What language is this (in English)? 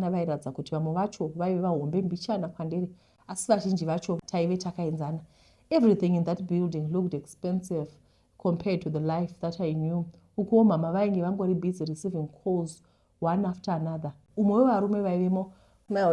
Shona